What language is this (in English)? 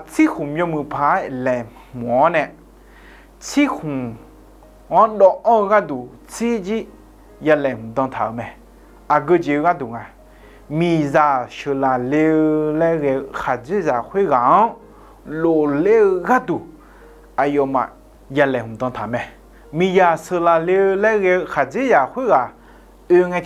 Akha